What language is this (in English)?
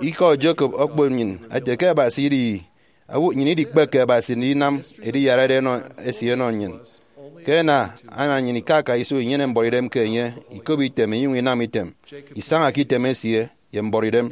Efik